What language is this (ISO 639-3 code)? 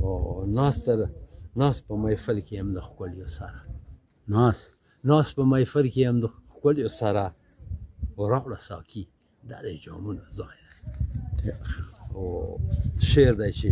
pus